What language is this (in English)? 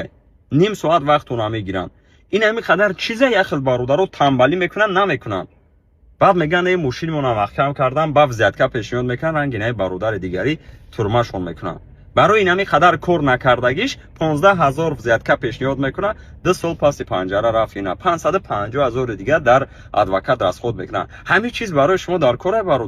Tajik